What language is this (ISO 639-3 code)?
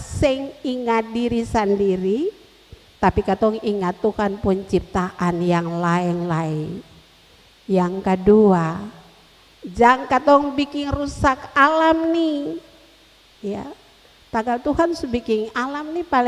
abs